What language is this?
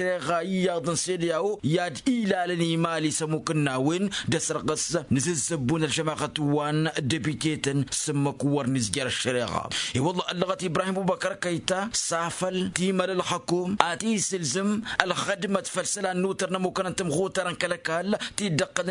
Tamasheq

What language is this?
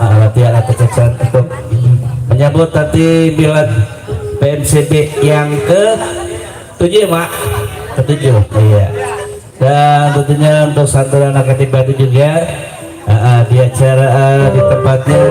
Betawi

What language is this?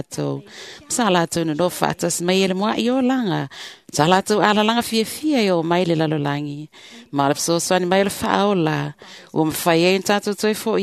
Samoan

